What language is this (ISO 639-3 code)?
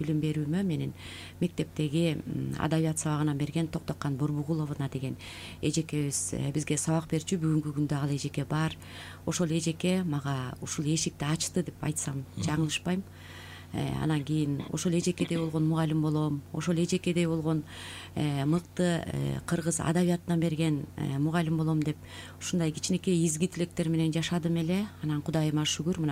kir